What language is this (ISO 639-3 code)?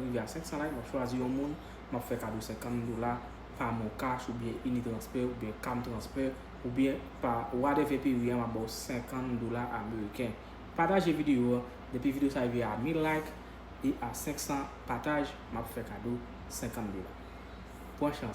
hat